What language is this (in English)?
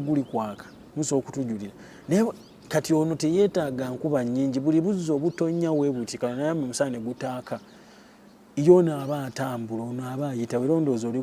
Ganda